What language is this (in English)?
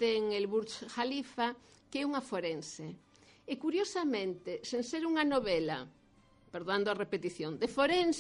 Galician